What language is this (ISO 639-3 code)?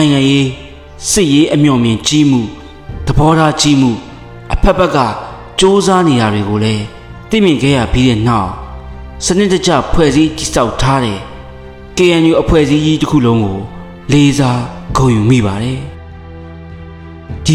mya